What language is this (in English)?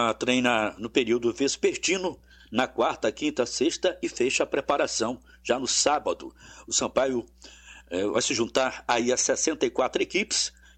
Portuguese